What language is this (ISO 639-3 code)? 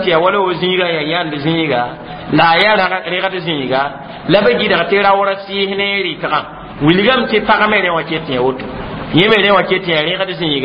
mos